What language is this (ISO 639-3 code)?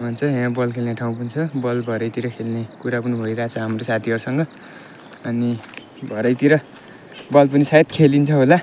nep